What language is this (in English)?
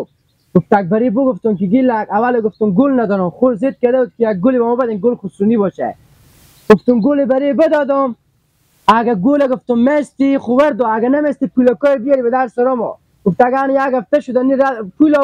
Persian